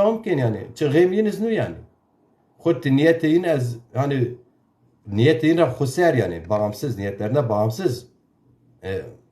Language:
Zaza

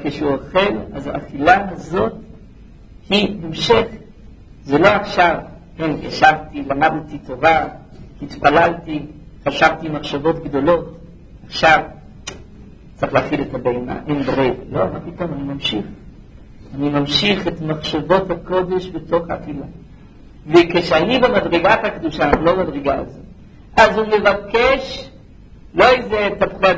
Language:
Hebrew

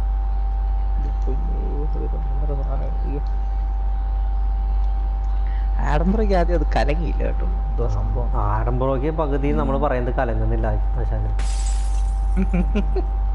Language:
Malayalam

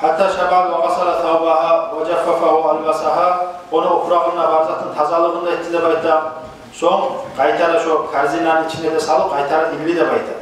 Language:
Kumyk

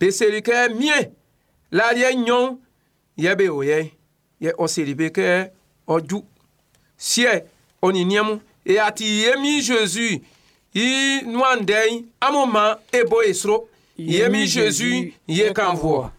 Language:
Baoulé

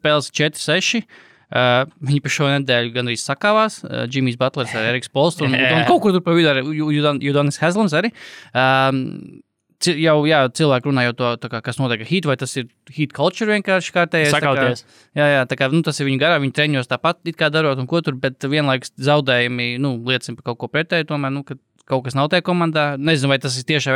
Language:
Latvian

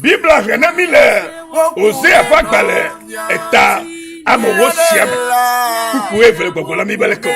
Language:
Ewe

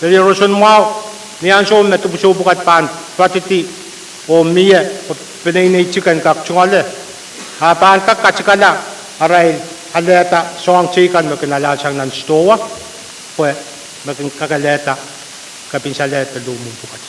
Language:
Pohnpeian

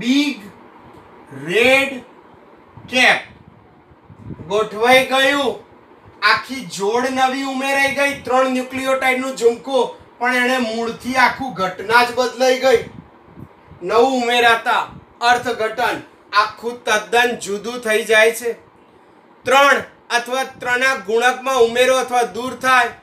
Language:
Gujarati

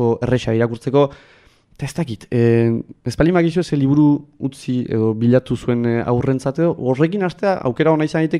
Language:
Basque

